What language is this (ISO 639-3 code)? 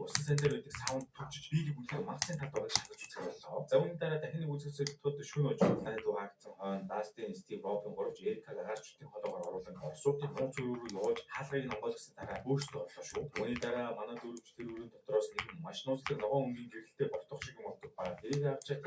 mon